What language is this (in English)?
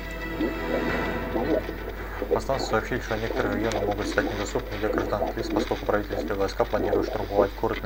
Russian